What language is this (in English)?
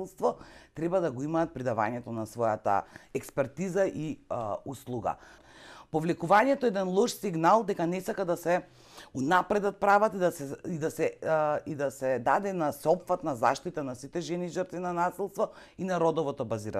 Macedonian